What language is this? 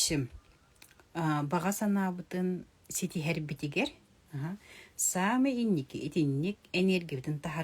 Yakut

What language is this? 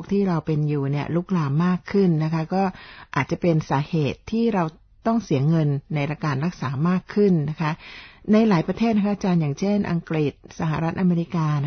Thai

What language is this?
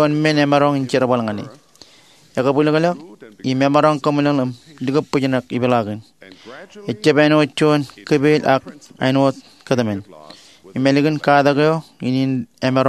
Marshallese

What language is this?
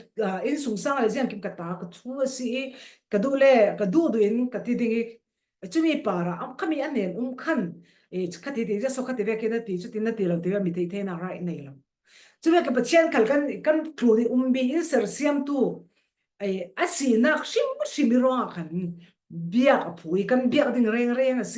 Falam Chin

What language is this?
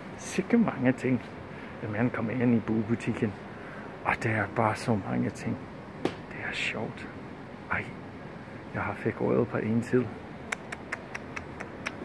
Danish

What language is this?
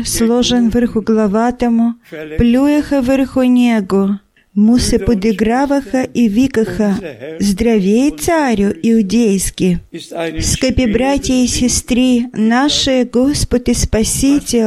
Bulgarian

